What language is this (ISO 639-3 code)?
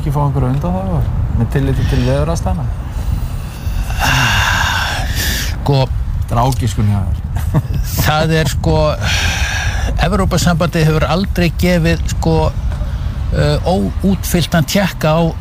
isl